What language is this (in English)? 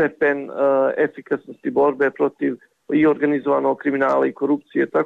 Serbian